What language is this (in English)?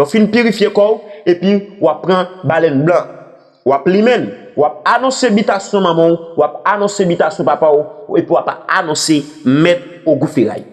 Haitian Creole